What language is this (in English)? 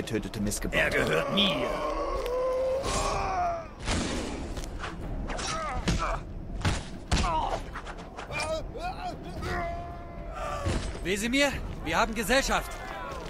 German